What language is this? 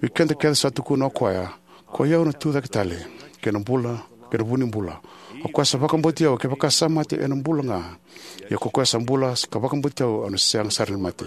Fijian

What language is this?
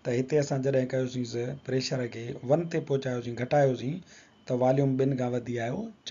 Sindhi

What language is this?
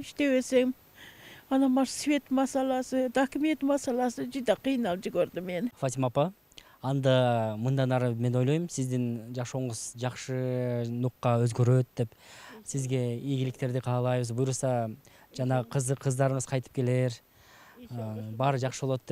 Kyrgyz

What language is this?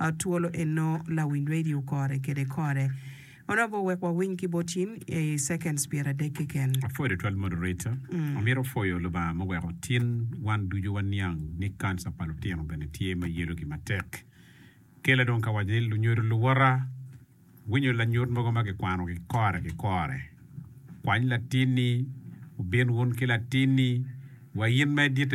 Acoli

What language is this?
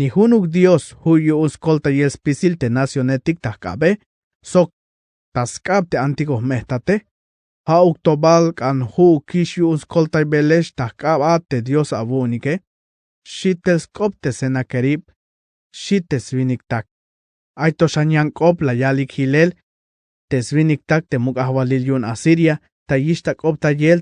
Tzeltal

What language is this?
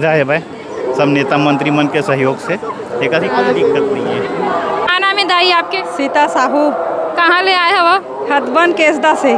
Chhattisgarhi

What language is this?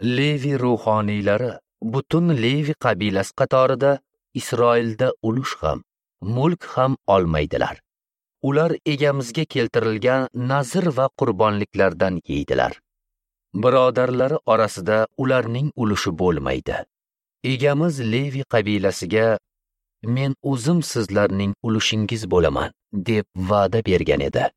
Uzbek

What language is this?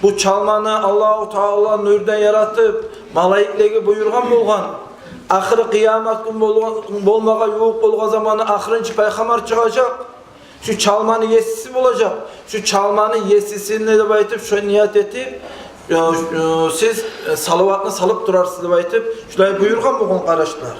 Kumyk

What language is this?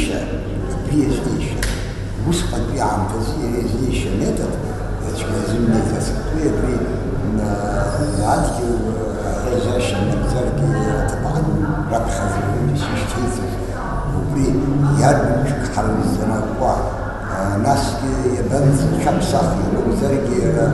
Abkhazian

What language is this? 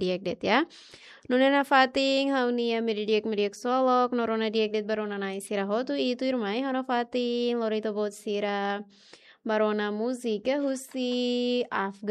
Tetum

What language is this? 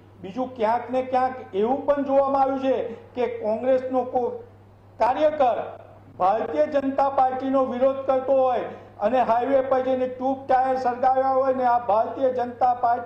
Gujarati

